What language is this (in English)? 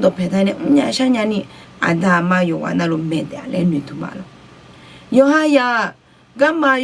Akha